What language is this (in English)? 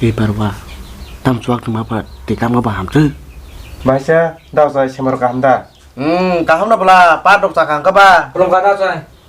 Kok Borok